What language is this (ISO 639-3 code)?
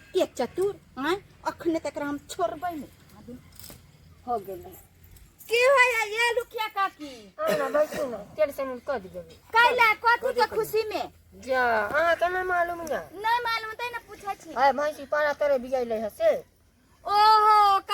mai